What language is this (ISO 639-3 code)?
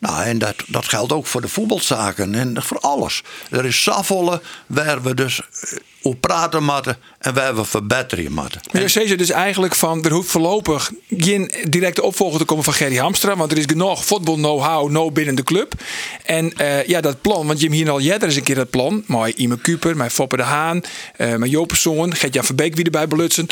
fry